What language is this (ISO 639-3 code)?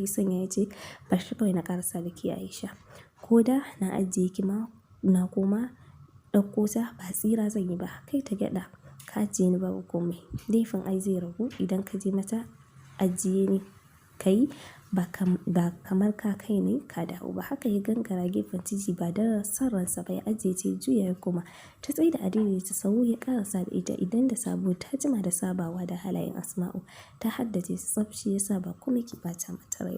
hau